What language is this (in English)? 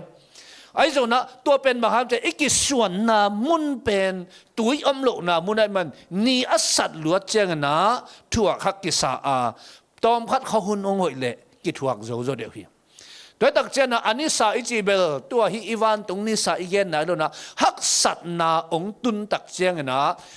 Tedim Chin